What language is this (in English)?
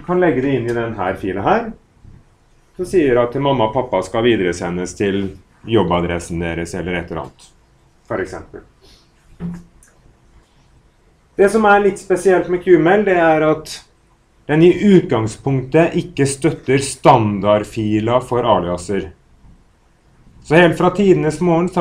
Norwegian